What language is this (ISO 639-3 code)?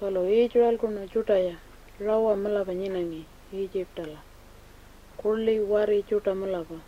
pjt